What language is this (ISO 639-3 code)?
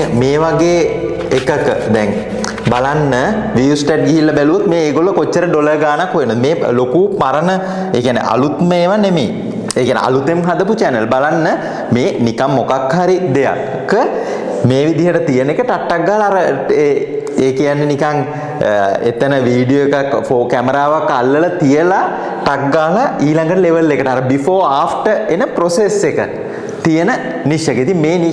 sin